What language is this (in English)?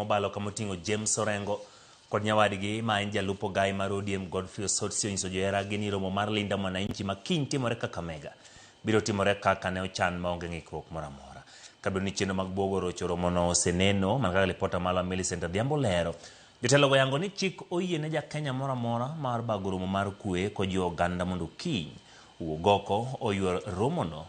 Luo (Kenya and Tanzania)